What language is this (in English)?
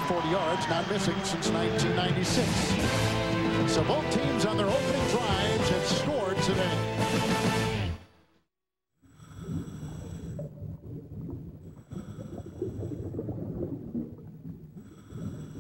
English